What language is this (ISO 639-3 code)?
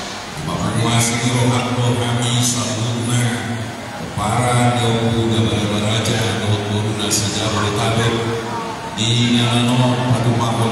bbc